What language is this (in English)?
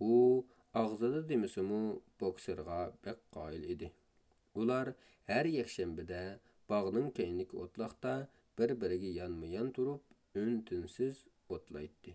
Uyghur